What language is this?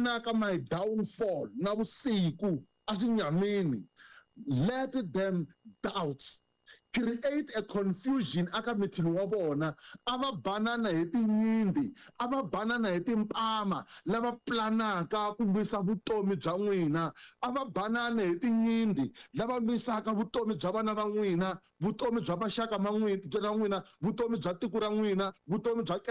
Tsonga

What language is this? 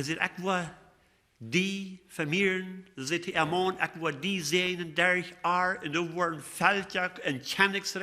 Plautdietsch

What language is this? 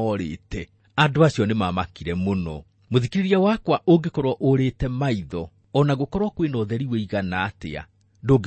Kikuyu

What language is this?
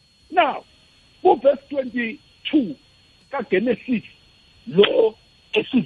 South Ndebele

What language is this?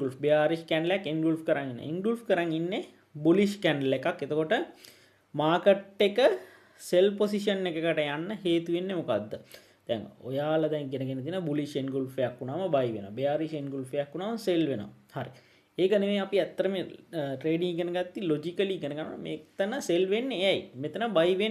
Sinhala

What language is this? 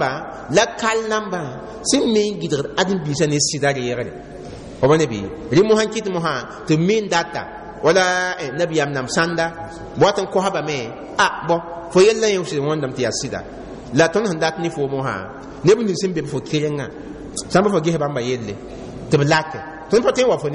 Mossi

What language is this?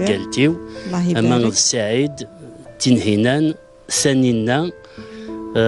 Kabyle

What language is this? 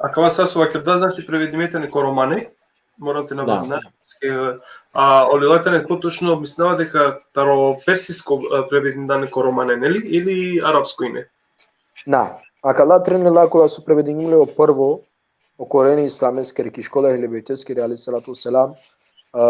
Balkan Romani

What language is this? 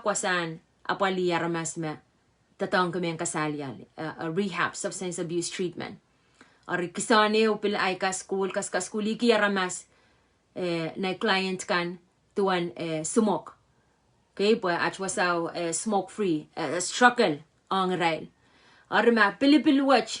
Pohnpeian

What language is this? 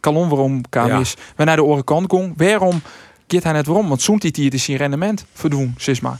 Western Frisian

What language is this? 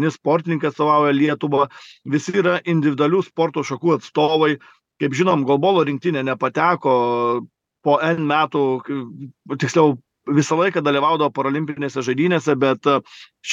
Lithuanian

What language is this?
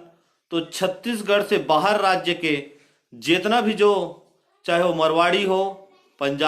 Chhattisgarhi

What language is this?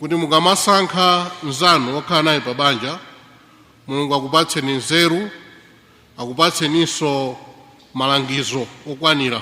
Nyanja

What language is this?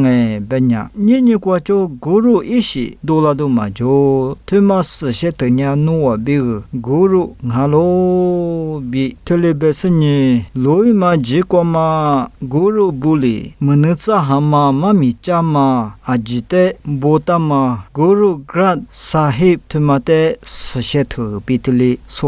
Lisu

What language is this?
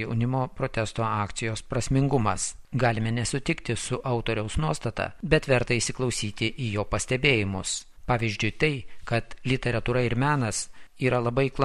Lithuanian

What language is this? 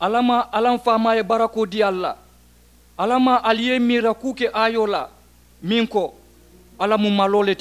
Mandingo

